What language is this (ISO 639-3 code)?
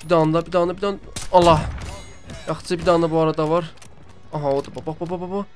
azb